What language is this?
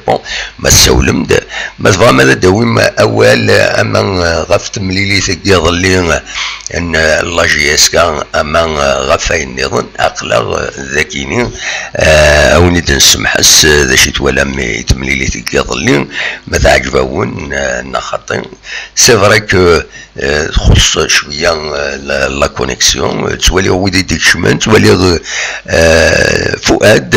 Kabyle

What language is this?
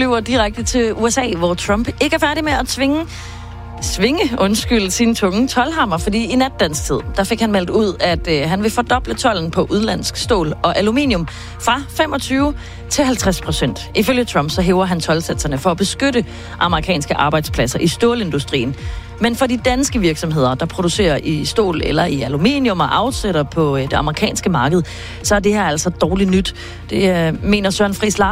Danish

